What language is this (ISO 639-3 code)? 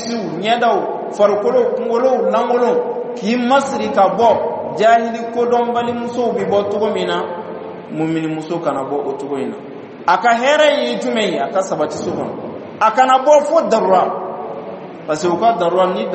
dyu